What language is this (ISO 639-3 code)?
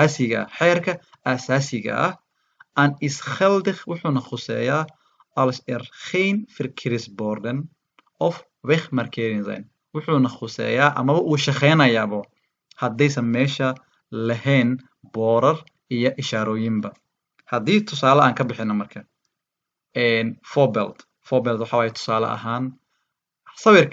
som